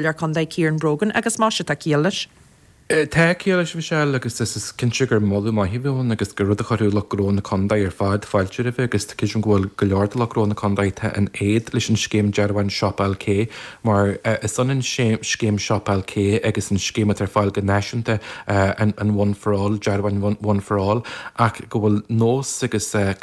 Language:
Irish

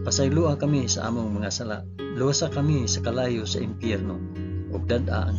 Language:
Cebuano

